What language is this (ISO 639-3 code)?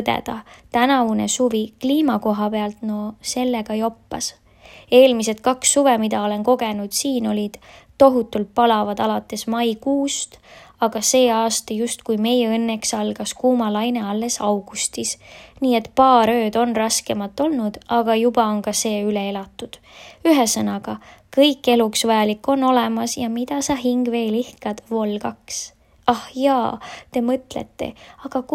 est